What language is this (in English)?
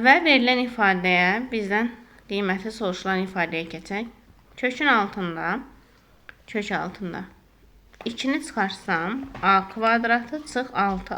Azerbaijani